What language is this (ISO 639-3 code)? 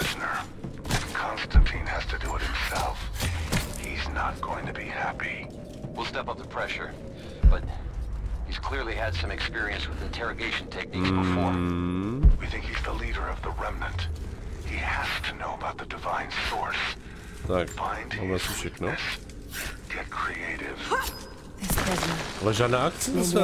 ces